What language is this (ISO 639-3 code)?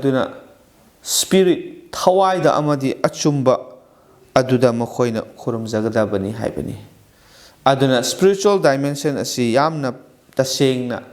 mni